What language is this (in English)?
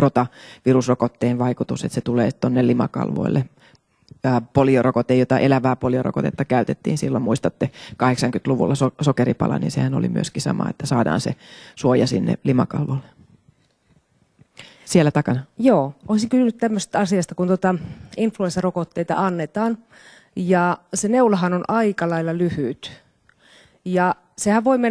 Finnish